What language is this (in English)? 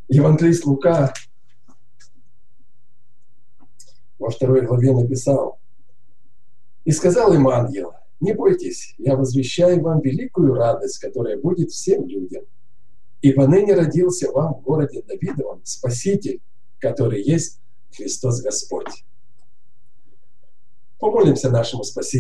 Russian